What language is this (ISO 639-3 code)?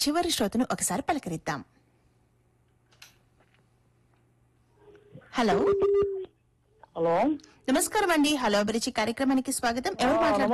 tel